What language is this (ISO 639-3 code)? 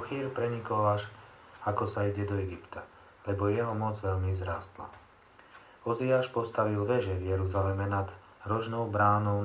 slk